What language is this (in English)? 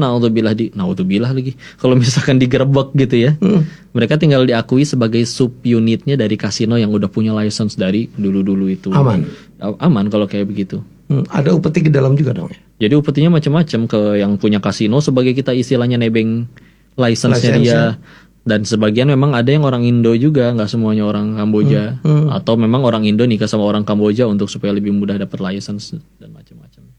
Indonesian